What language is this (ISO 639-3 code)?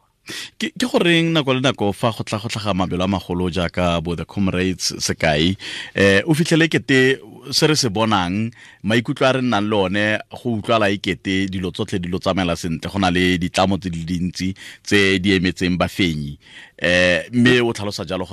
tsn